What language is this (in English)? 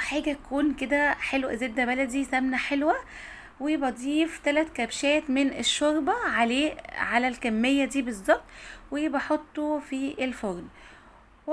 Egyptian Arabic